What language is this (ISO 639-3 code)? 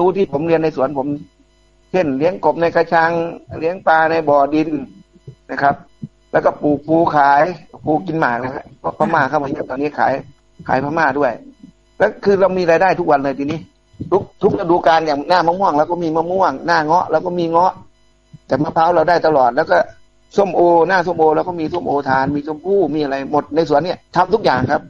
tha